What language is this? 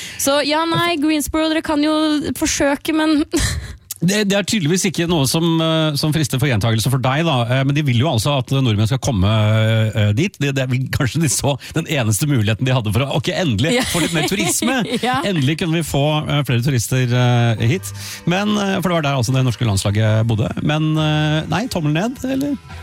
Norwegian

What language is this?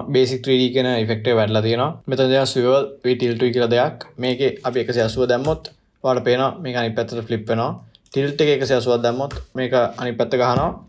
Sinhala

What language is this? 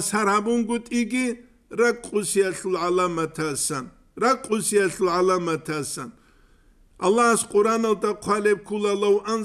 Avaric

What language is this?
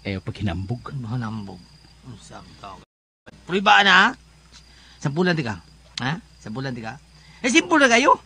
Cebuano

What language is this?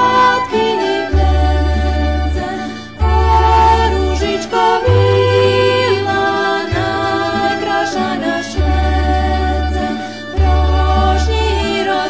Rusyn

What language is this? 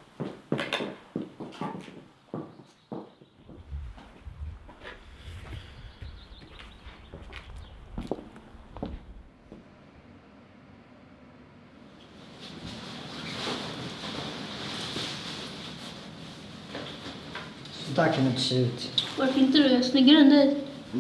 Swedish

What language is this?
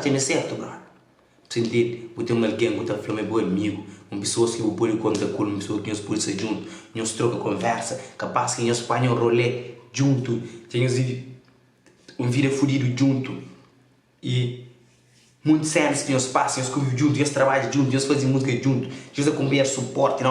Kabuverdianu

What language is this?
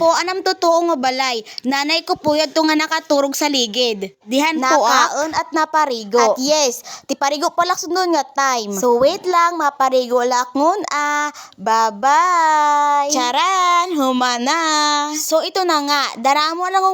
Waray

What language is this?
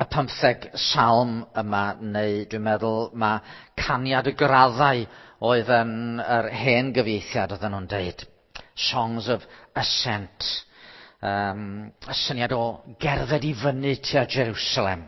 Welsh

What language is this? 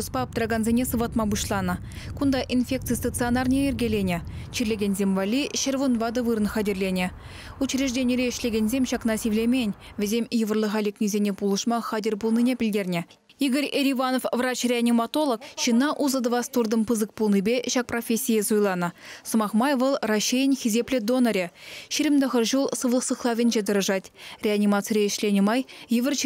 Chuvash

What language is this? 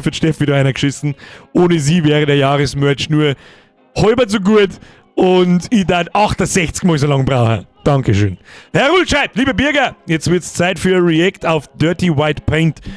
Bavarian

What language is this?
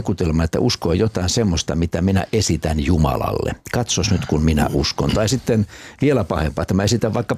Finnish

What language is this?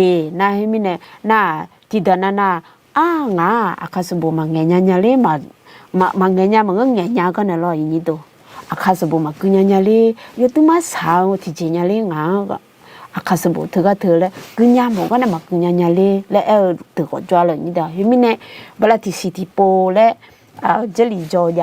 Akha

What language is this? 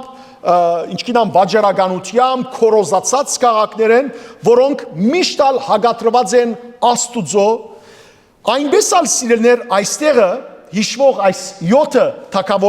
Western Armenian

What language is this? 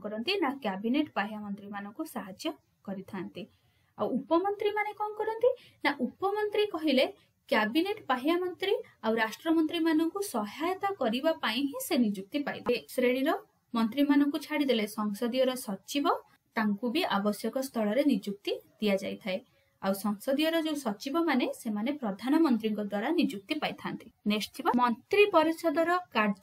Odia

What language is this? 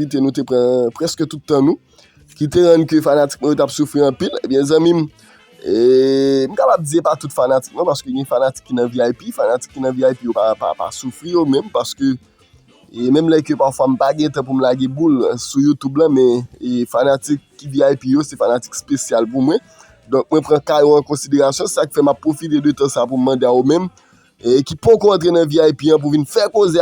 Haitian Creole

